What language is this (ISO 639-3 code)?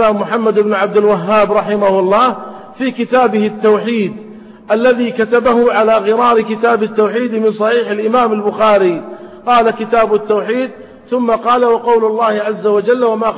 ara